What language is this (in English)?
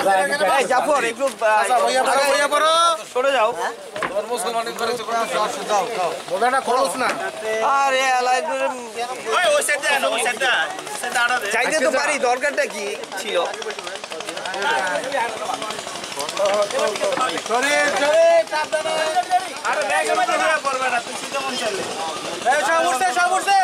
Bangla